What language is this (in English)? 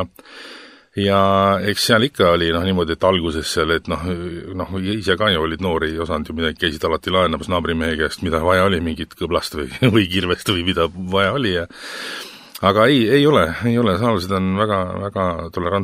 Estonian